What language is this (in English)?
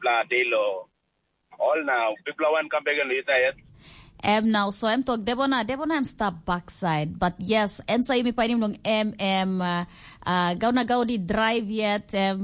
Tok Pisin